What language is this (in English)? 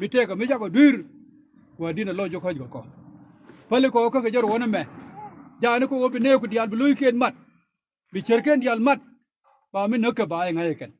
Nuer